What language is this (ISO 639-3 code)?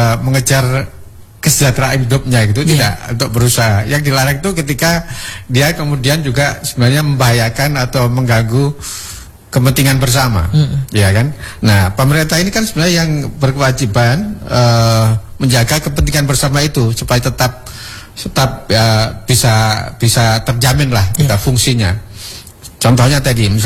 ind